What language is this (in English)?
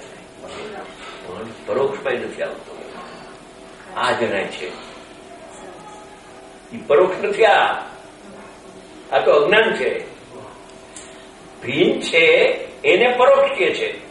Gujarati